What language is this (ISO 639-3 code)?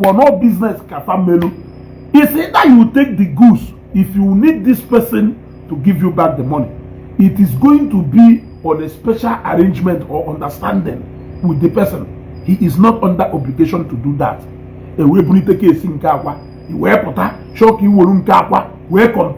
ibo